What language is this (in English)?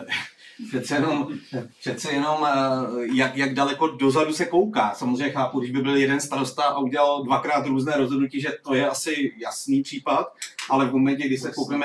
Czech